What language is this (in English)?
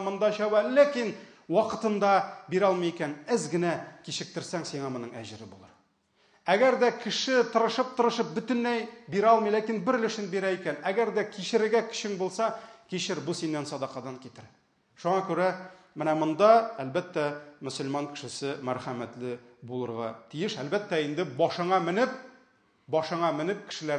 Tatar